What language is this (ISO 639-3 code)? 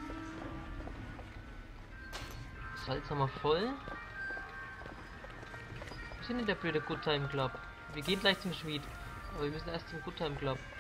deu